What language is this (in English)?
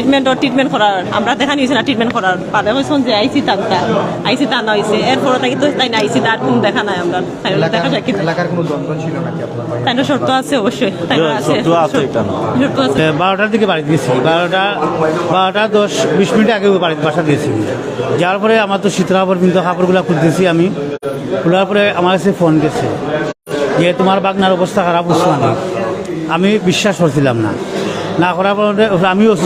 Sylheti